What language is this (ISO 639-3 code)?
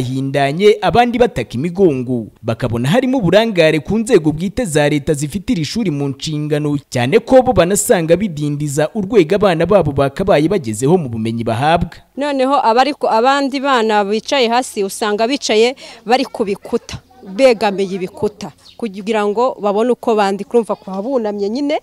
kin